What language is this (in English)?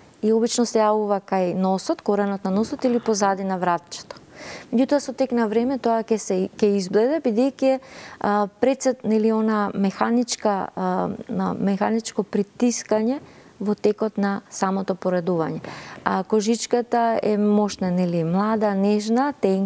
Macedonian